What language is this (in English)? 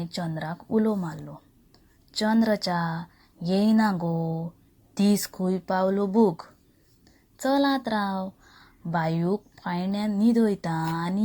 Konkani